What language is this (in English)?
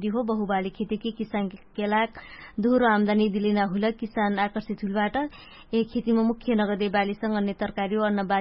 Dangaura Tharu